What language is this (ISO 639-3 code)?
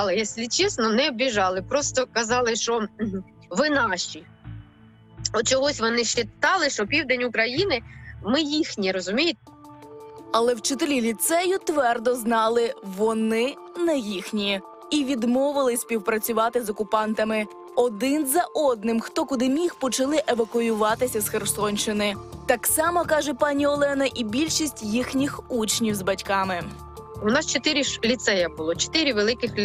ukr